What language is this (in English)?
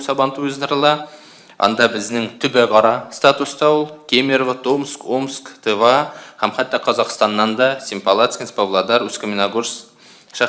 Tatar